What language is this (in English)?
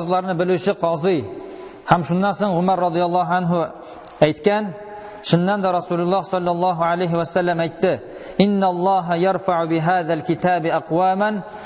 Tatar